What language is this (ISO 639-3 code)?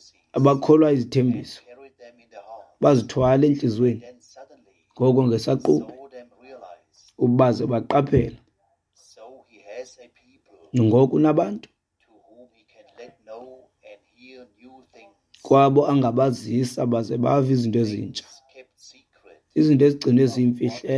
xho